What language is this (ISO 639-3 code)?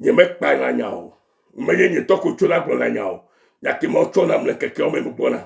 ewe